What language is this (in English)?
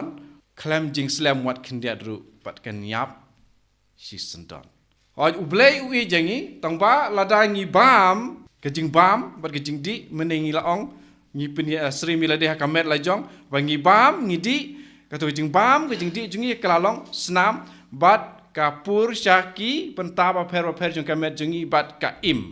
Khasi